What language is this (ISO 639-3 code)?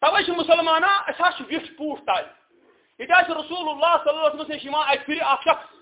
kas